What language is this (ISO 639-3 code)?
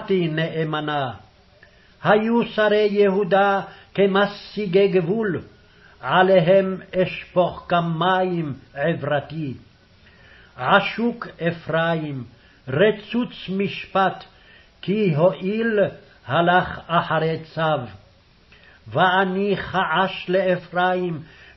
heb